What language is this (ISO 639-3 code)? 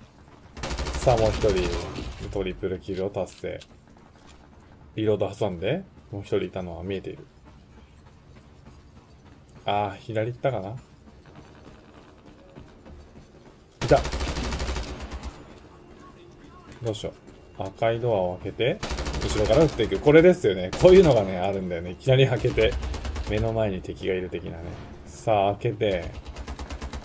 jpn